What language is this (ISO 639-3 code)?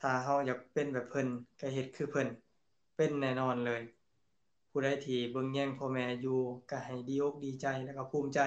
lao